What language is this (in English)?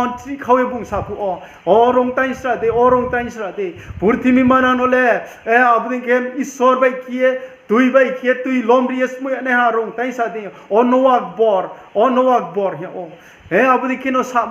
Riang (India)